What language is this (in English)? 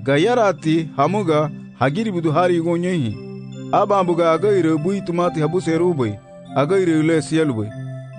Garifuna